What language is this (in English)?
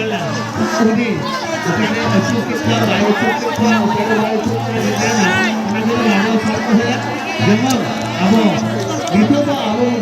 Santali